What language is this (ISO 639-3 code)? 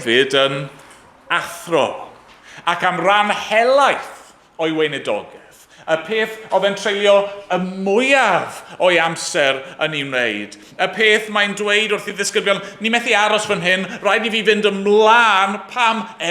cym